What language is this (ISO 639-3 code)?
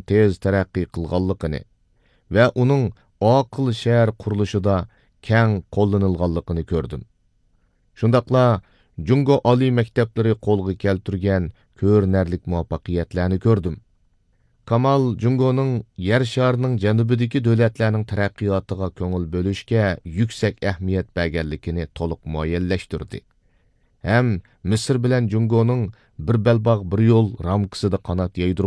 uig